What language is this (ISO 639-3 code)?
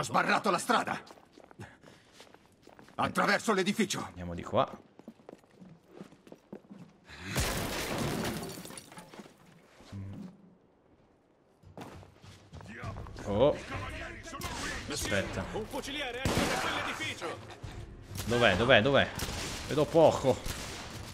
ita